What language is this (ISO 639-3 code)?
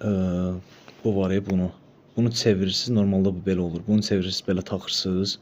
aze